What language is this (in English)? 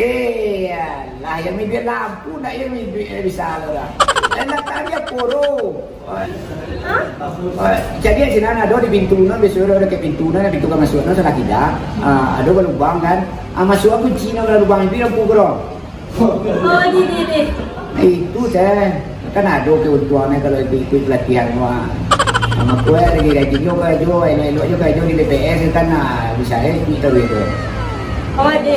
Minangkabau